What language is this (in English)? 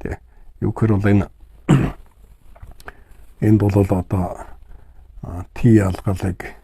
Mongolian